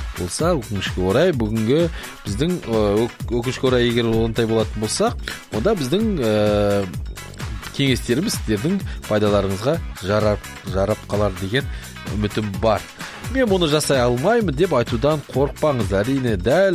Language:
Kazakh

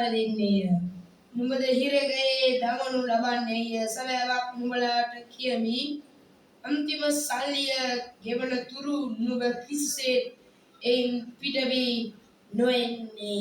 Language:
Sinhala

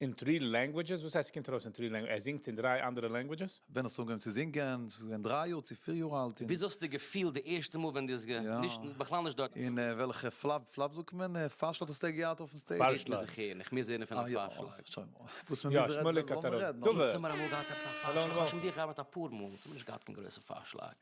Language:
Yiddish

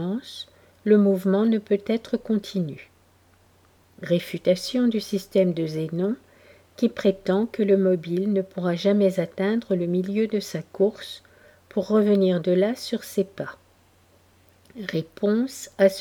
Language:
French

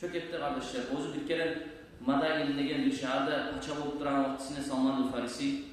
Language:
Kumyk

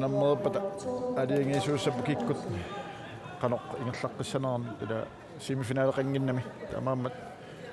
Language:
Kalaallisut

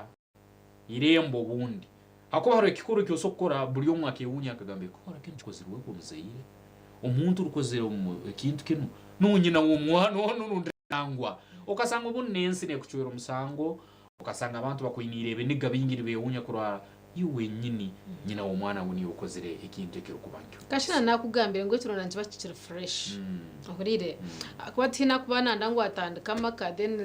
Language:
Nyankole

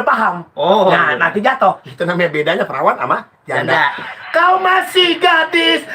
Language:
Betawi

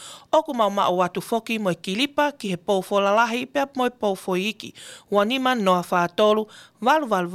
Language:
Tongan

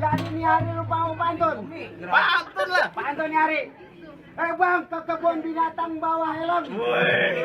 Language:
Betawi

